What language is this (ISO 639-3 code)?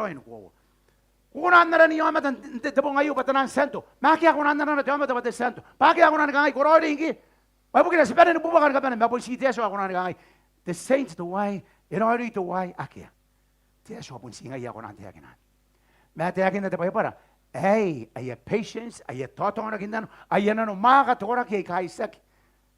gil